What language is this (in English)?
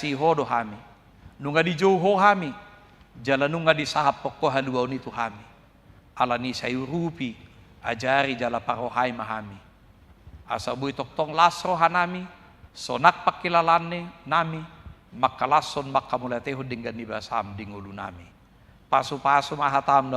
Batak Toba